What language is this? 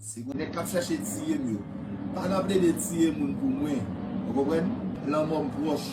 Haitian Creole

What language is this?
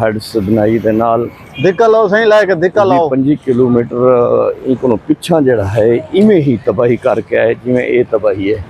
Saraiki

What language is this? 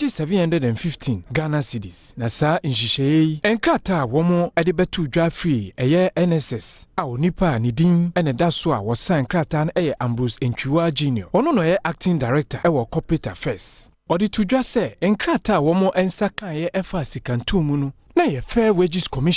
Akan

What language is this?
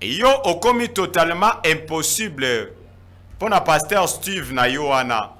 Lingala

